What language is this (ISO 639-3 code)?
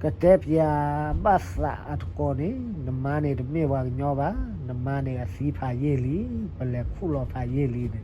ksw